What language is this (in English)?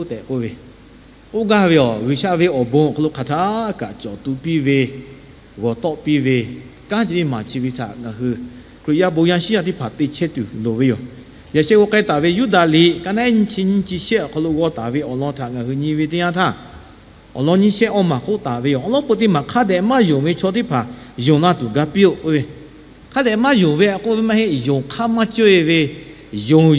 Lahu